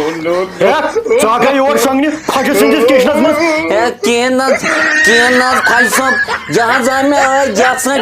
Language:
Kashmiri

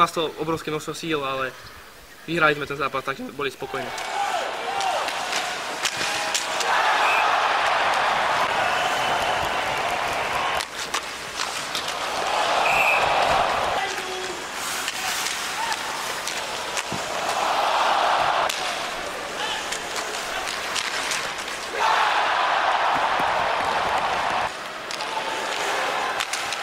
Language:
Slovak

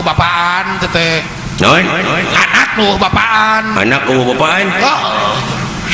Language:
Sundanese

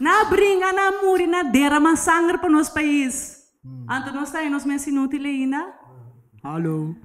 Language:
Papiamento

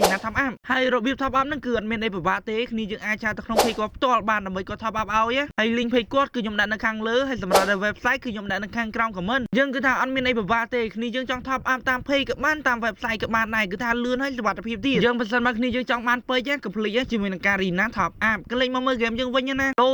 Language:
Khmer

